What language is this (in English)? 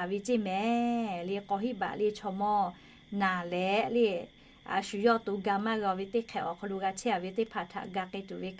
Lahu